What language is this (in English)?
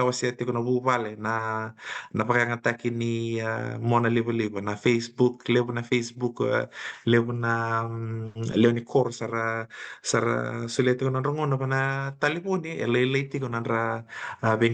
Fijian